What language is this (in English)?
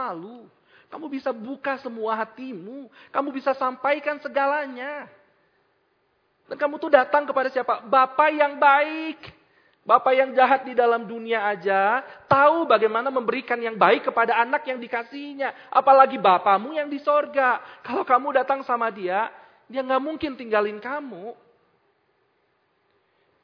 Indonesian